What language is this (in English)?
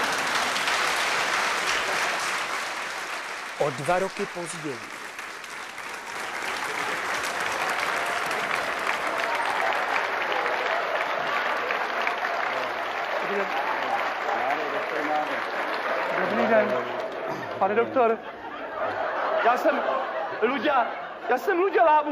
Czech